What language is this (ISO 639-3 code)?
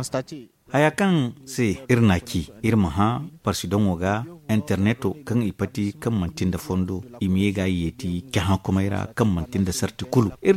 dje